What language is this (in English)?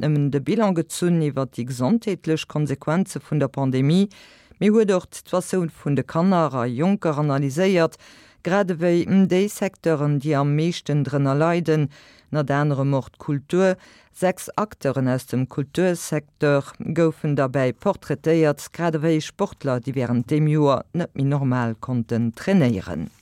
Luxembourgish